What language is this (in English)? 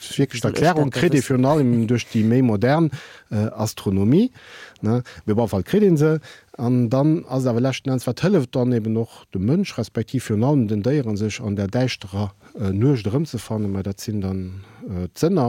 Luxembourgish